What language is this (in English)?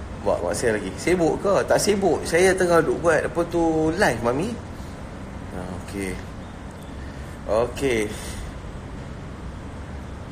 Malay